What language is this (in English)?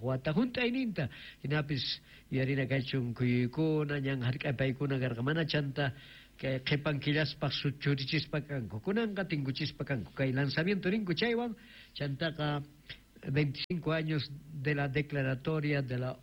Quechua